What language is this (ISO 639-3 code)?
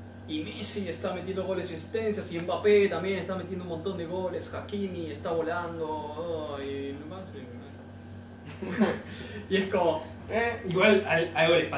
spa